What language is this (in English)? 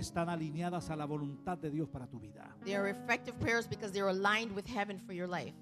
Spanish